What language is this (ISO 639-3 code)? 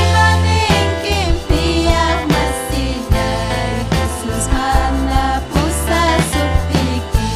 quy